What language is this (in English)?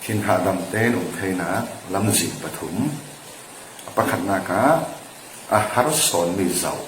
Falam Chin